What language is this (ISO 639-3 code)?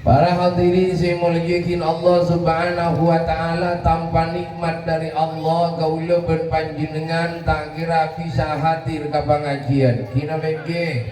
mad